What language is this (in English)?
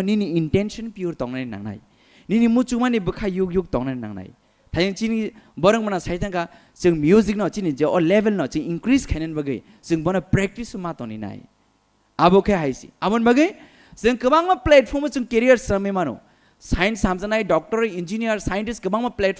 Kok Borok